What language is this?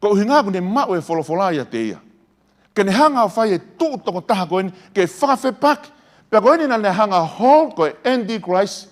Tongan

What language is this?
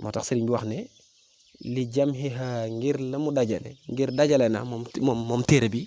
Wolof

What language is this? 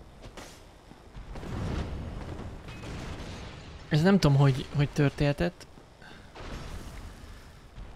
Hungarian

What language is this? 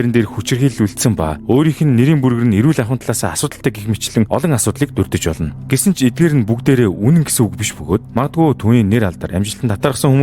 Mongolian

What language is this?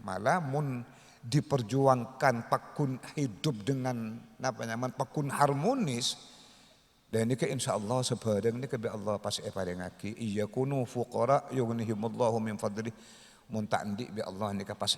Madurese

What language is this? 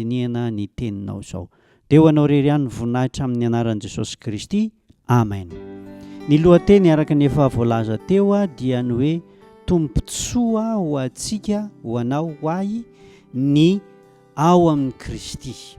Malagasy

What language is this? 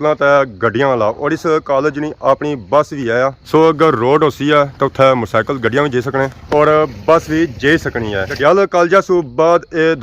Pahari-Potwari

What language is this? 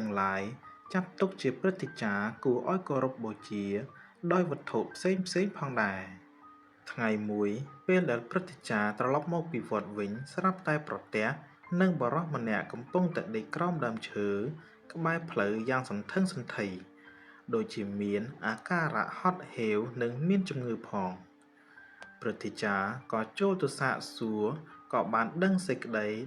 Khmer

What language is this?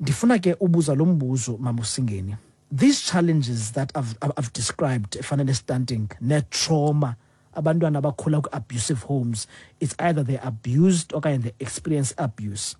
Xhosa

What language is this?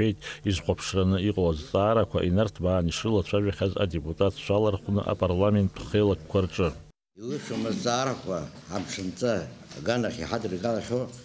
Abkhazian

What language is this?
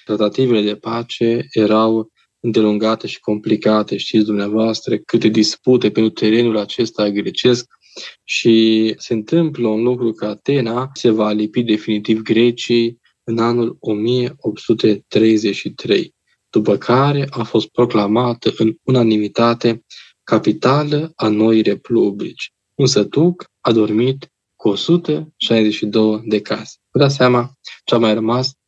Romanian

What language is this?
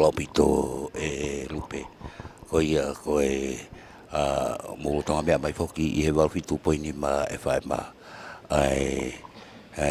Tongan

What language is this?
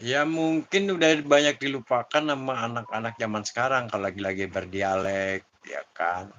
Betawi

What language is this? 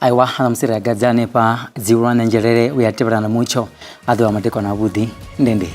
Venda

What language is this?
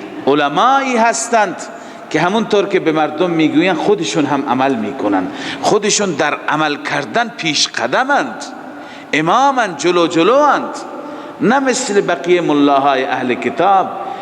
Persian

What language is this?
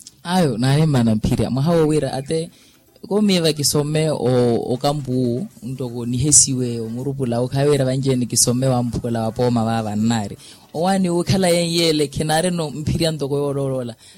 Makhuwa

